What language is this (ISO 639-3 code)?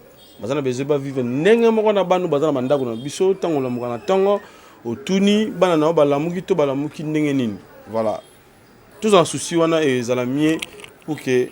lin